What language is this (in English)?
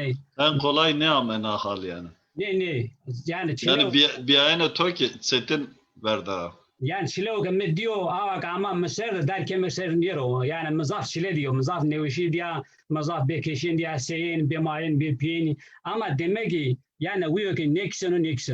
Zaza